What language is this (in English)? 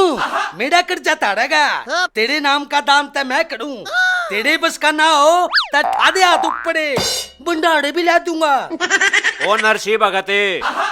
Haryanvi